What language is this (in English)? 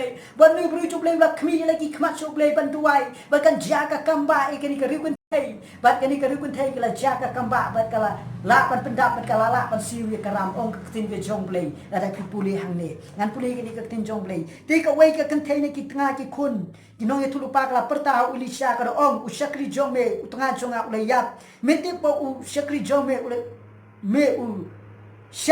Khasi